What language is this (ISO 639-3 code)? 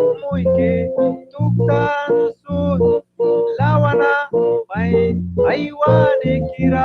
miq